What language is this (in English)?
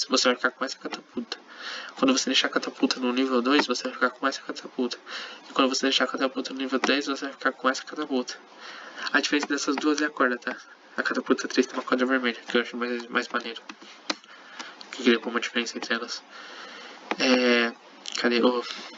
Portuguese